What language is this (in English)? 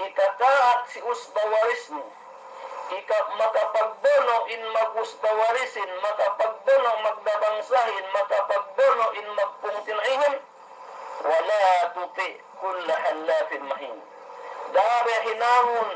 Yakan